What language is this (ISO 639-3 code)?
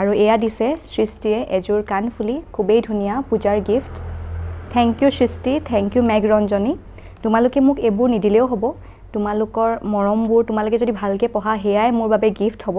asm